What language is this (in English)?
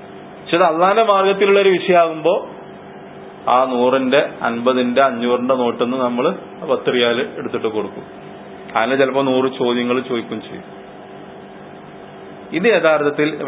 Malayalam